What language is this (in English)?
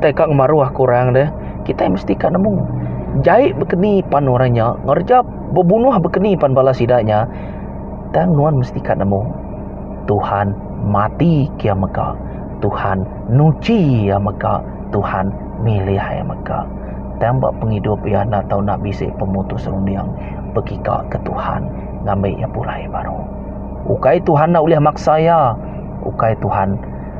Iban